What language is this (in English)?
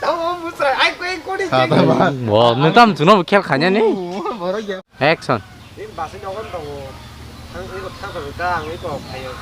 Kok Borok